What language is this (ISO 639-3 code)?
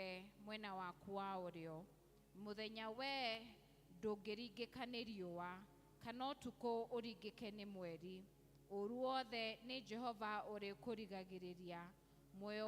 kik